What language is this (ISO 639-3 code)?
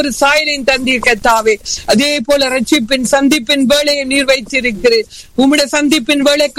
tam